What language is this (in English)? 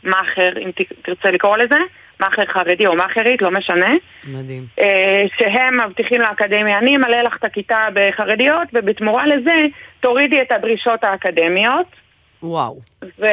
Hebrew